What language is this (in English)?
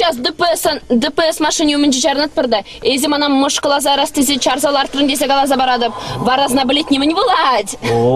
Chuvash